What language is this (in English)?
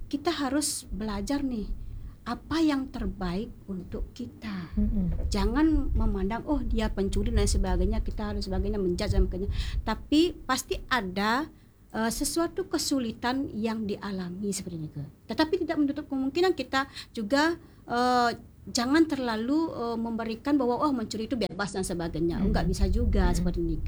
Indonesian